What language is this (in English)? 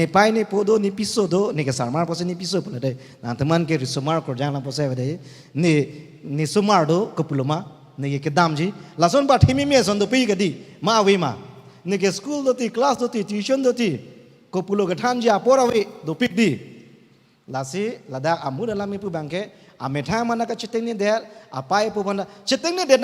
Karbi